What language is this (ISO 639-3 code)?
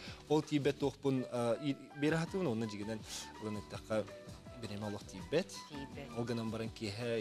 sah